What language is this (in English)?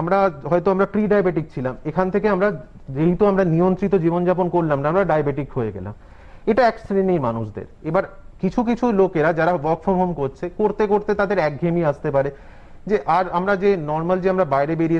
Bangla